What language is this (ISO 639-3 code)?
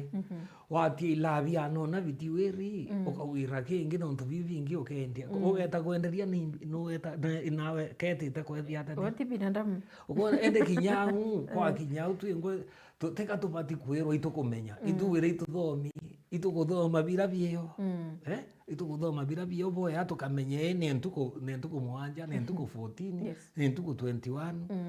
mer